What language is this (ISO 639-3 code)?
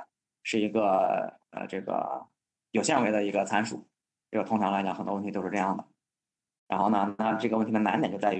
zho